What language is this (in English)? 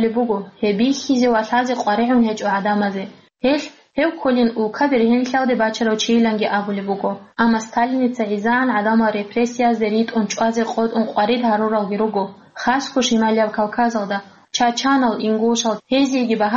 Avaric